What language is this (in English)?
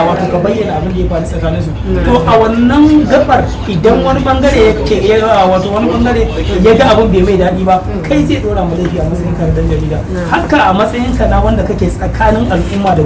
Hausa